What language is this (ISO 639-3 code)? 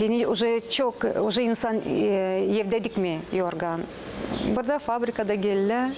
gag